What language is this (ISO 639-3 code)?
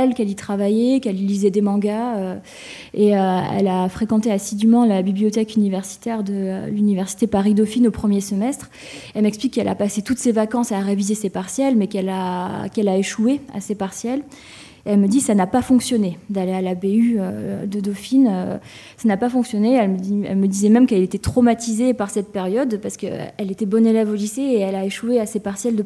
fra